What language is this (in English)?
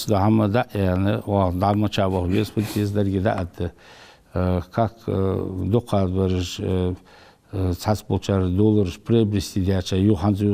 Ingush